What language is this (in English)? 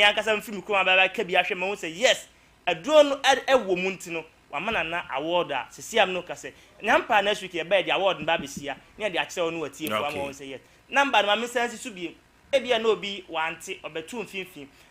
Akan